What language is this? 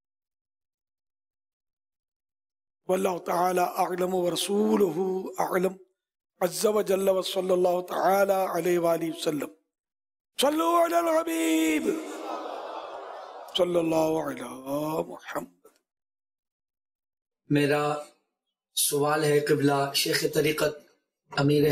Urdu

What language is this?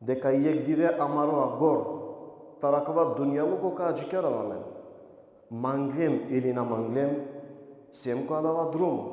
Balkan Romani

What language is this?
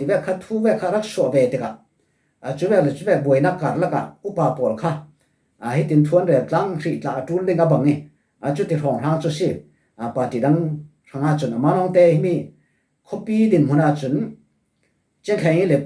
Falam Chin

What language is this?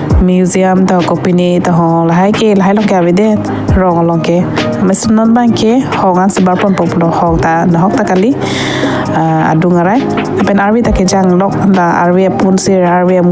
Karbi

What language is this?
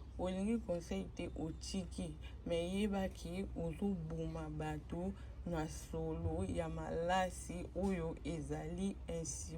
Lingala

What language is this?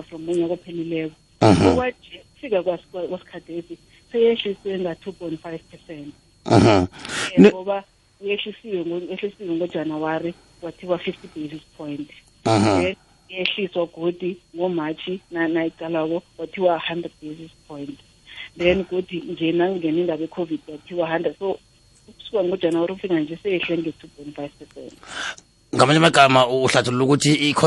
South Ndebele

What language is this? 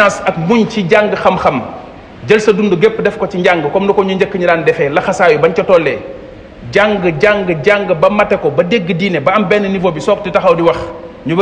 Wolof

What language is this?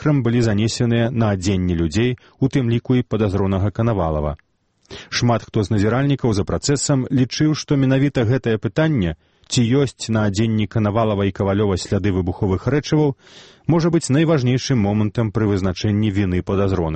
Belarusian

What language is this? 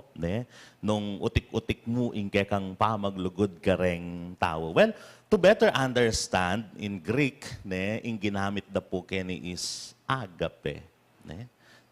Pampanga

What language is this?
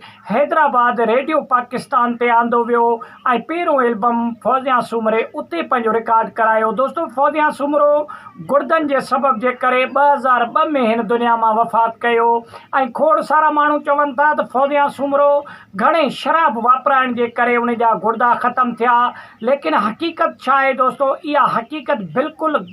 Sindhi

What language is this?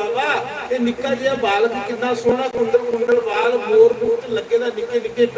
Dogri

